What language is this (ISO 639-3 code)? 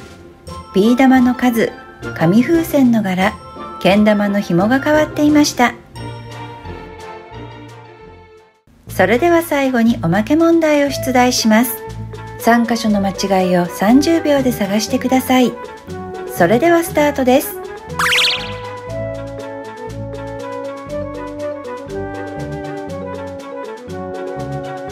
jpn